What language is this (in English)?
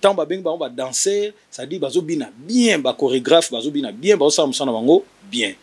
Lingala